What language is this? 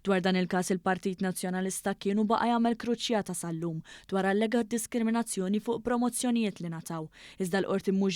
Maltese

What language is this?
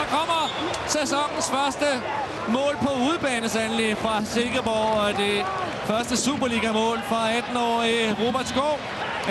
Danish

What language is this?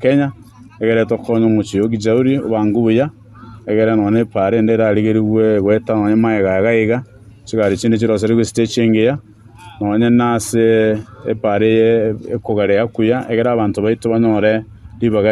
Gusii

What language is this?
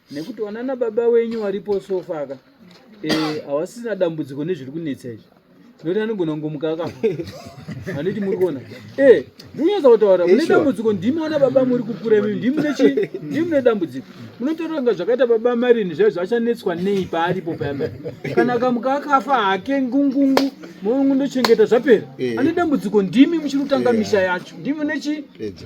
Shona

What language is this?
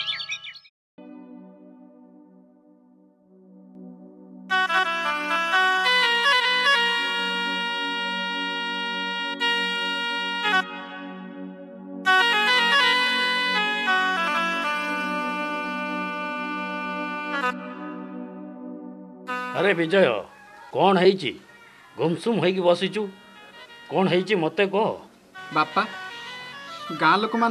Odia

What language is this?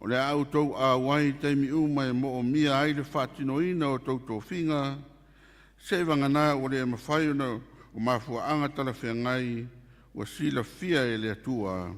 Samoan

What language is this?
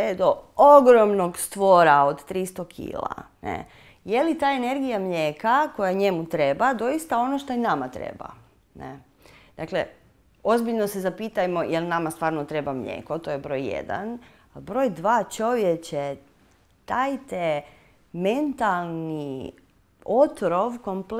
Croatian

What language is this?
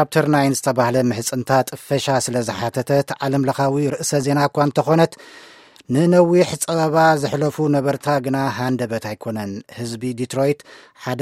Tigrinya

